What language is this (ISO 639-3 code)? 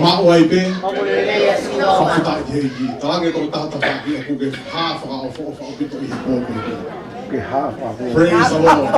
ton